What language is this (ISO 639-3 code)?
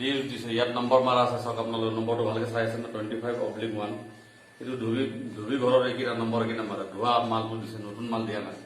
asm